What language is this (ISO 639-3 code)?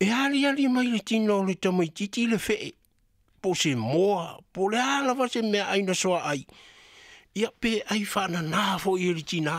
smo